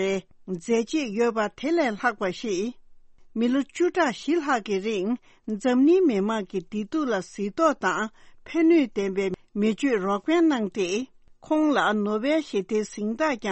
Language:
Tibetan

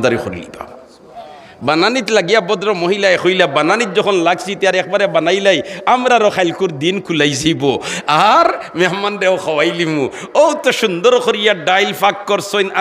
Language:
Sylheti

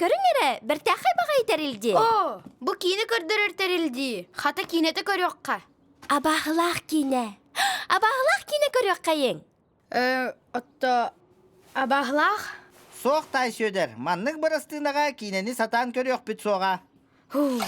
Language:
Yakut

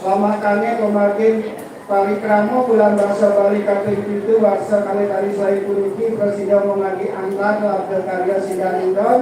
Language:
Balinese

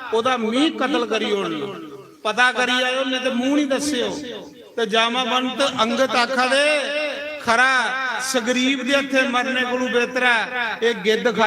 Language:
Dogri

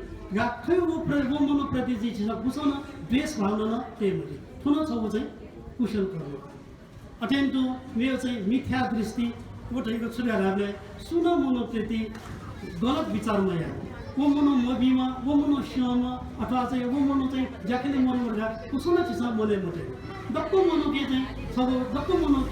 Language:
Newari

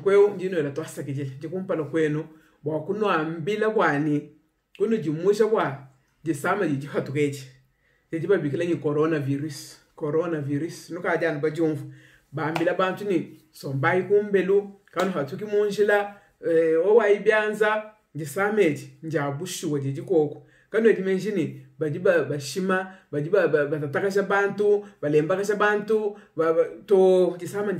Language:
Luba-Lulua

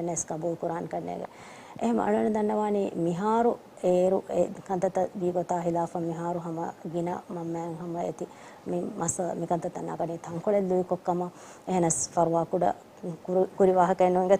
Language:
Divehi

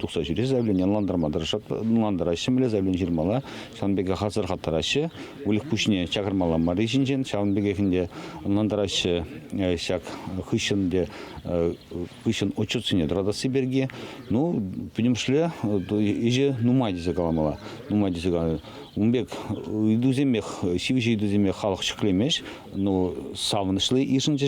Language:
Chuvash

